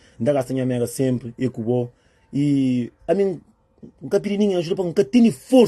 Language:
Kabuverdianu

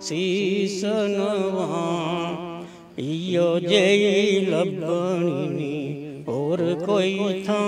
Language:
Dogri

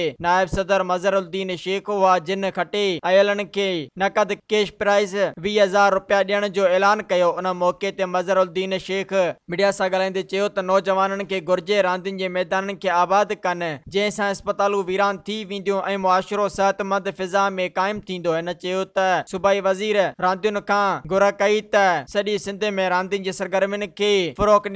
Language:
Sindhi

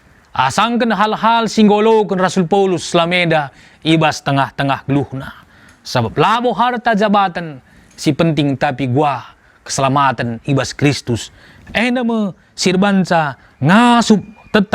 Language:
Batak Karo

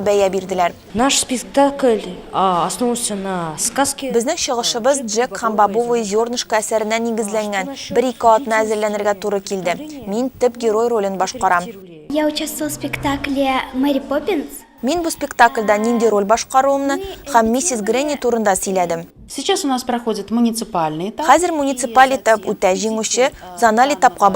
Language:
Tatar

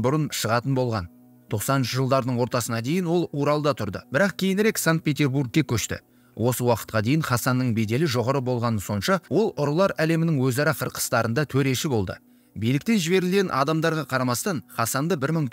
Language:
Kazakh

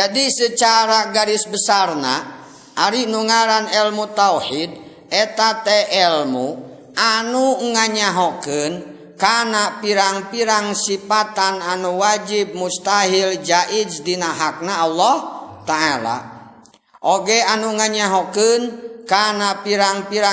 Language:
Sundanese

